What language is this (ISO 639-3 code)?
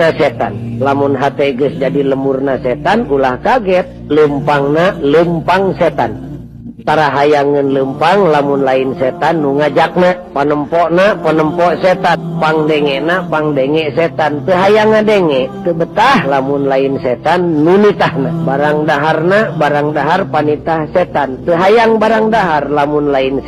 sun